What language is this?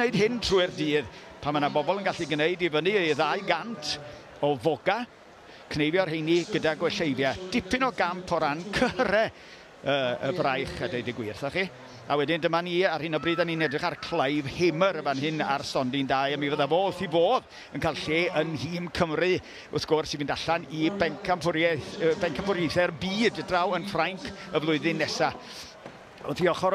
Welsh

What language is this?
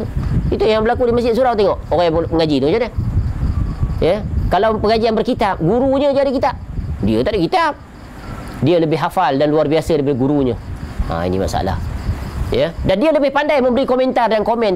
Malay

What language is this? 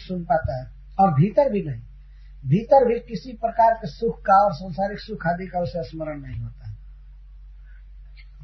Hindi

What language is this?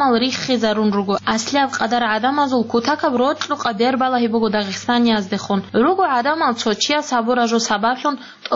Avaric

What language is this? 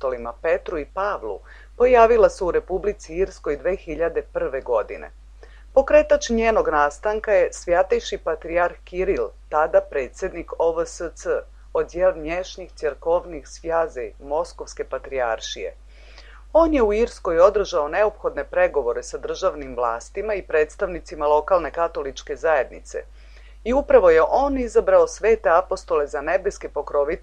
Serbian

